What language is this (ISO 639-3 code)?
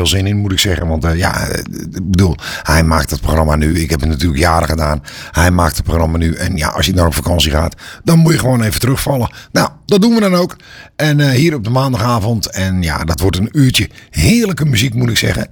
nld